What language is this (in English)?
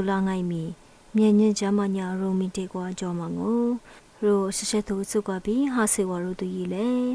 Lisu